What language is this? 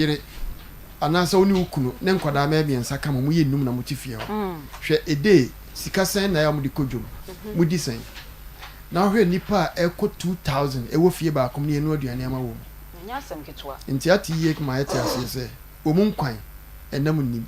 Akan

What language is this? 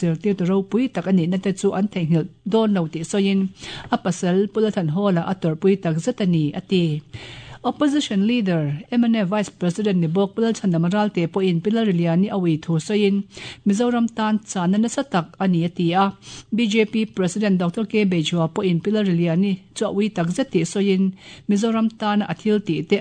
Mizo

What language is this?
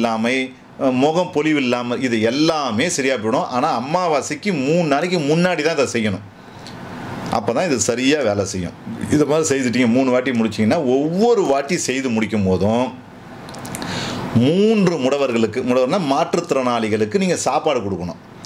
Tamil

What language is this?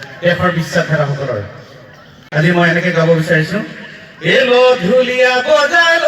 Assamese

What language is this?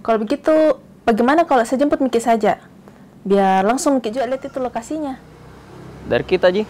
Makassar Malay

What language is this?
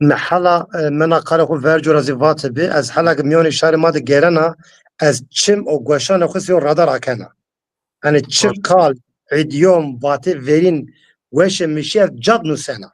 Zaza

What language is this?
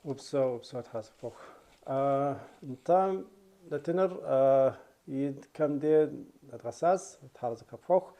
Kabardian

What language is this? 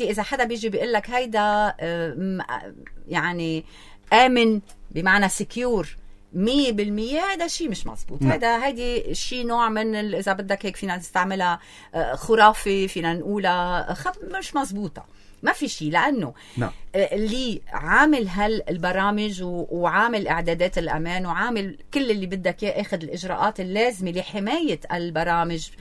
North Levantine Arabic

